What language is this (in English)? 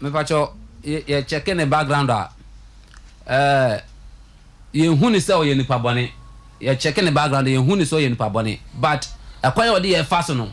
Akan